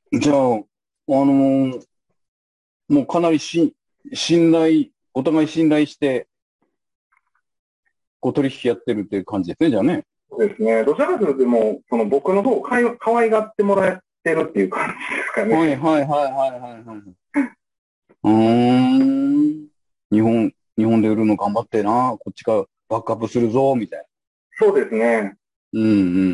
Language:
Japanese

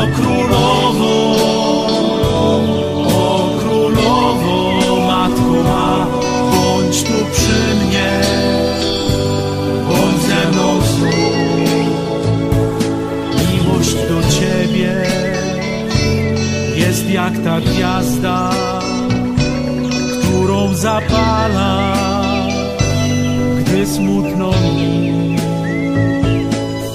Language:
Polish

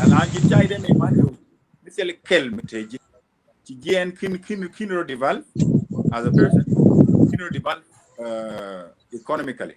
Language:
Nuer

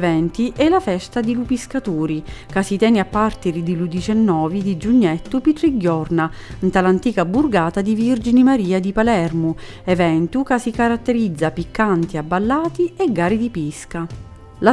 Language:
Sicilian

